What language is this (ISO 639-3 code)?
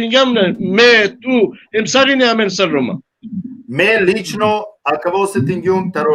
rmn